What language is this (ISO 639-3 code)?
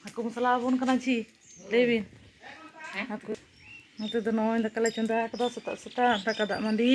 sat